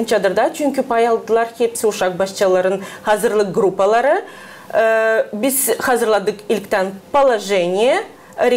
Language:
Gagauz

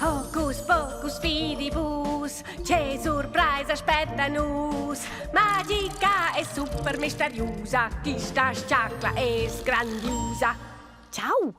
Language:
Romansh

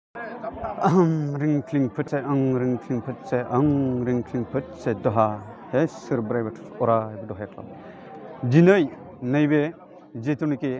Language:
Bodo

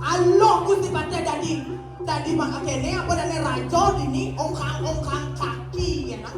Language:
Balinese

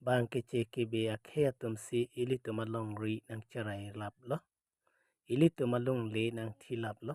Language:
Karbi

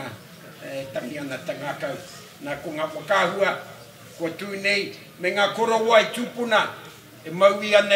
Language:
Māori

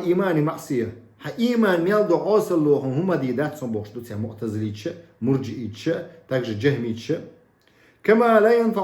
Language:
Chechen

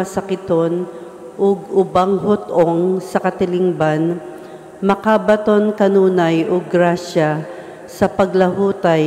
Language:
Cebuano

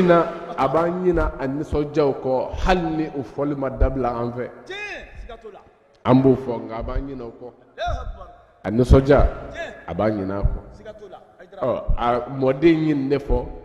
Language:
Bambara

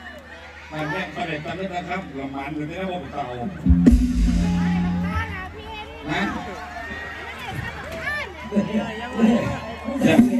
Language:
Thai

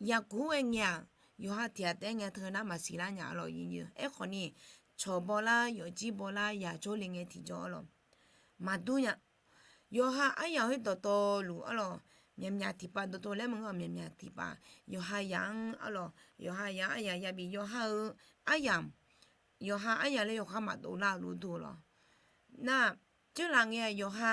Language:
Akha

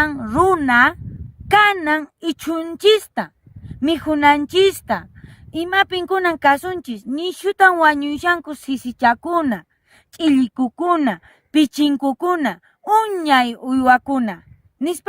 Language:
Quechua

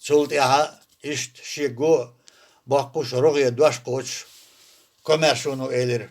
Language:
Chechen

